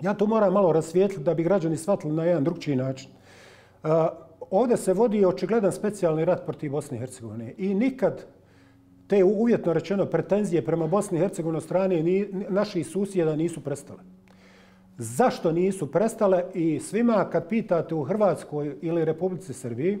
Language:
Bosnian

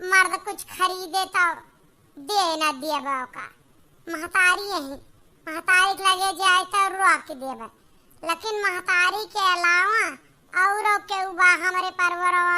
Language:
Awadhi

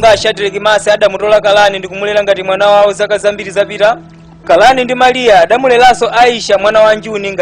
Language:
Nyanja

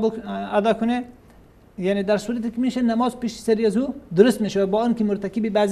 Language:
Persian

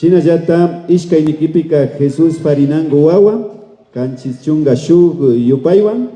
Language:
Imbabura Highland Quichua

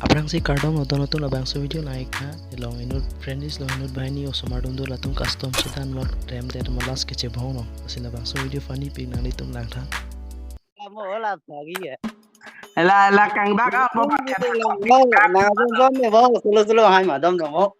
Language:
Karbi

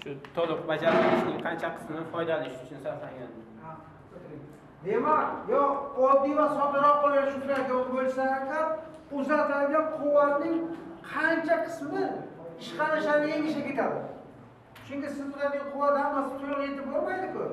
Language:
Uzbek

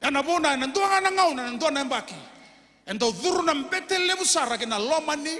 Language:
Fijian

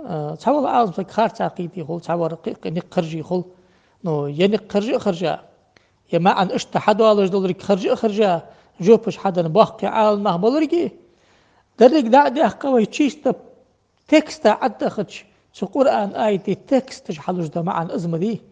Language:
Ingush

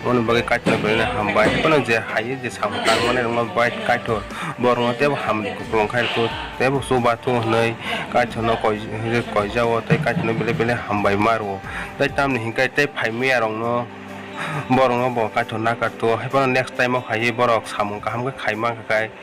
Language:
Kok Borok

